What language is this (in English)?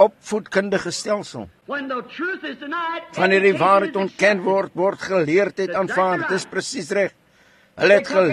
Afrikaans